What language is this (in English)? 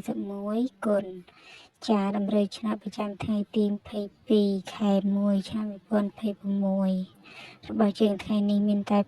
Khmer